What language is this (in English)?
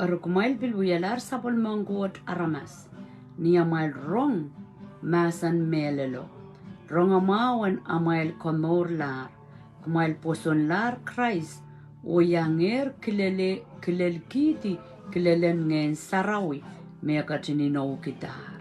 Pohnpeian